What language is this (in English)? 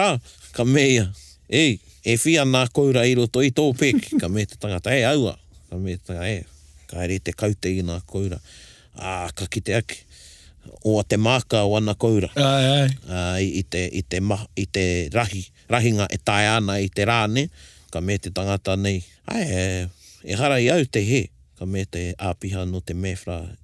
Māori